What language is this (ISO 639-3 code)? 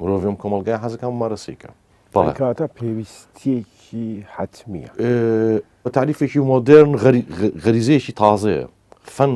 ckb